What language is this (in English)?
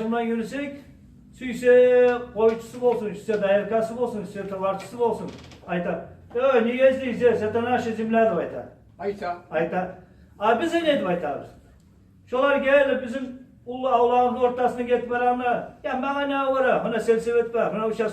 Kumyk